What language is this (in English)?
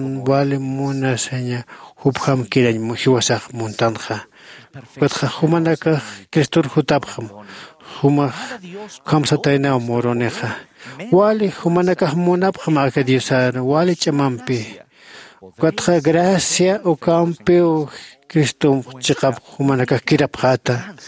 Aymara